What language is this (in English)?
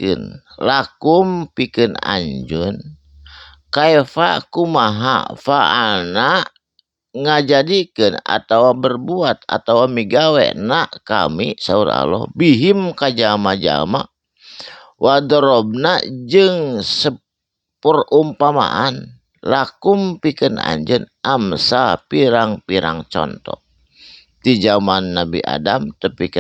Sundanese